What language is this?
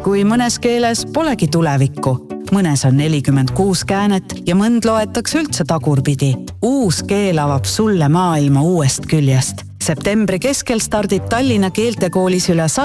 Estonian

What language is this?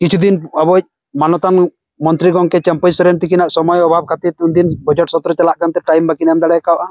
Santali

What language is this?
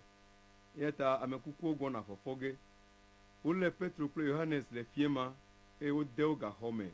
Ewe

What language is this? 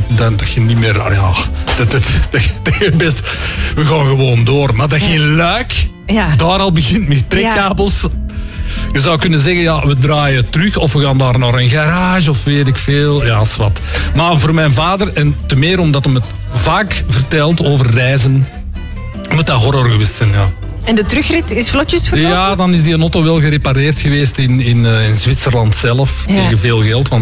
Dutch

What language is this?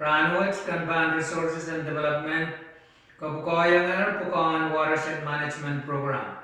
Pohnpeian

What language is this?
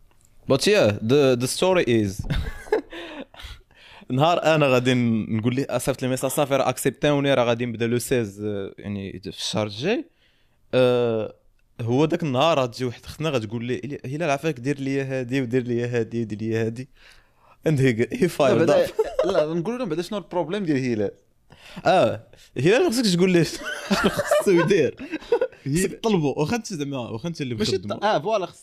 Moroccan Arabic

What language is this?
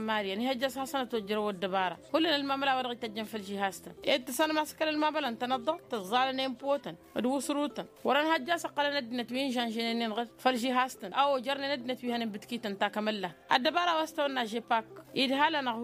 Tamasheq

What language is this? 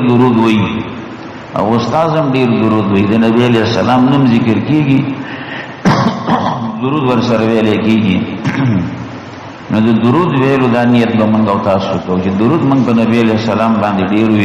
Pashto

